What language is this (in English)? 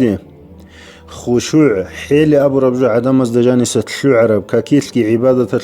Avaric